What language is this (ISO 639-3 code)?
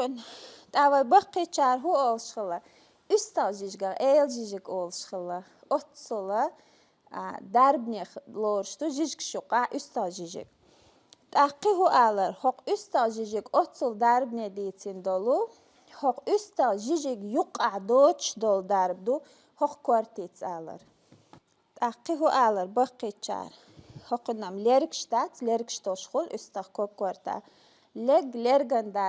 che